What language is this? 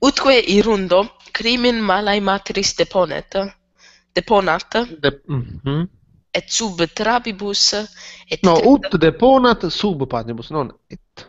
Latin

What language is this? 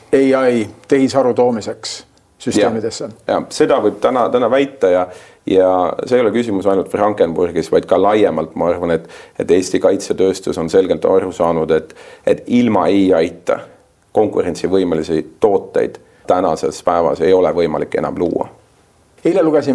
Estonian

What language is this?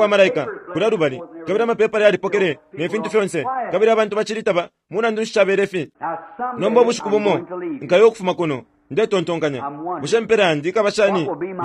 Bemba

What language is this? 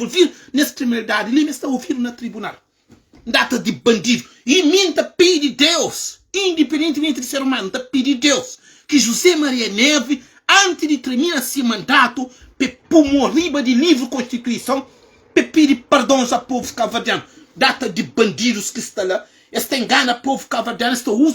Kabuverdianu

